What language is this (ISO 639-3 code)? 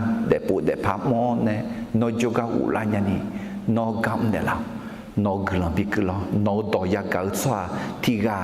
ahk